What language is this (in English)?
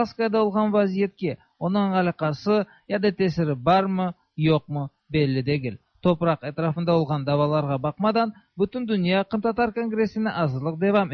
Tatar